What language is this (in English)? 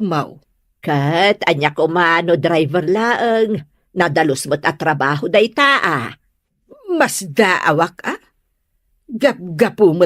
Iloko